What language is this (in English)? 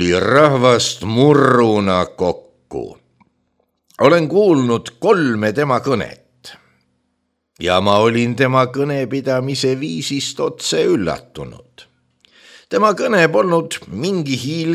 Estonian